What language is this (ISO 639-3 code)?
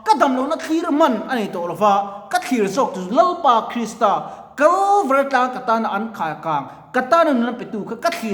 lus